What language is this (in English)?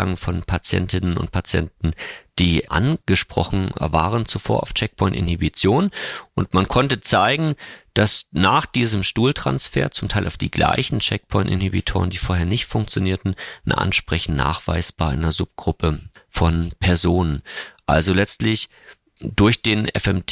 German